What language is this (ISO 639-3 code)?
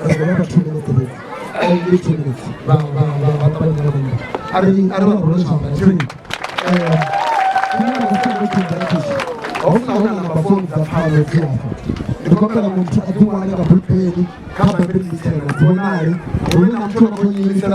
ven